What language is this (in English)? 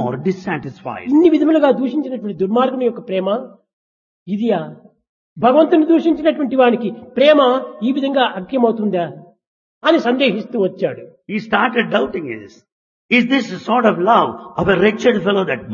Telugu